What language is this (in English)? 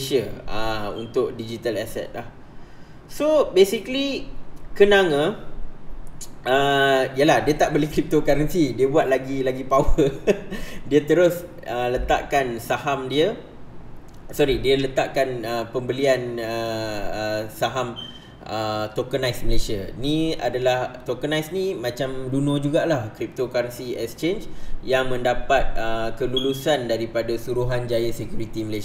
Malay